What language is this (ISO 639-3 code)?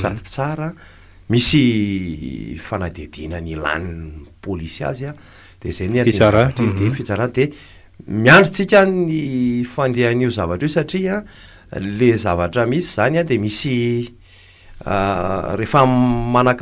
mlg